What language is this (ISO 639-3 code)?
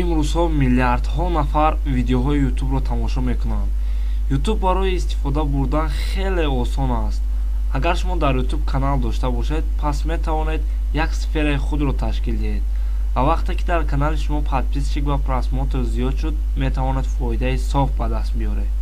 tgk